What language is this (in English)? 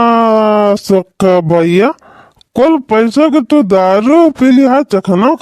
Awadhi